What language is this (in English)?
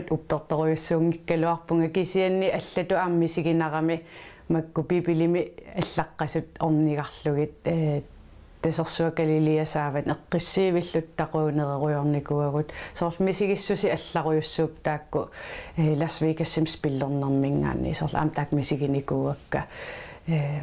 Kalaallisut